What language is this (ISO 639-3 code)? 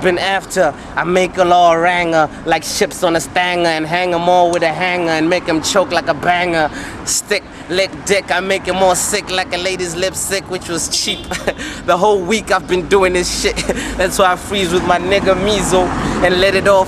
ven